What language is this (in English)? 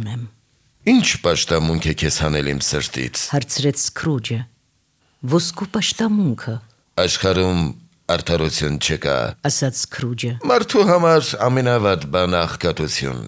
Armenian